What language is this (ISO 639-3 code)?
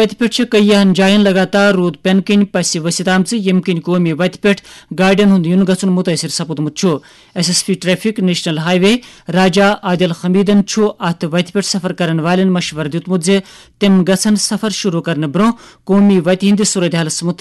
kas